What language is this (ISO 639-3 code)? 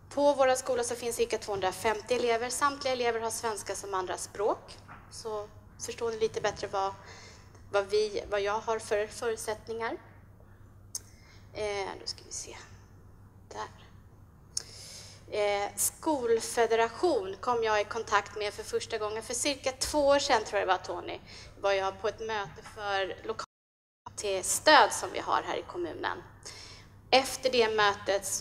swe